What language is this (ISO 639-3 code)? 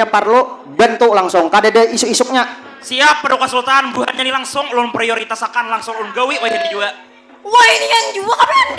bjn